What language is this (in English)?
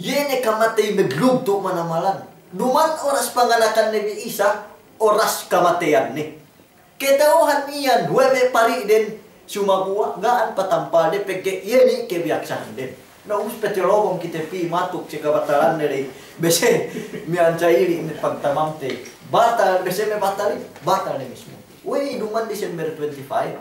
Yakan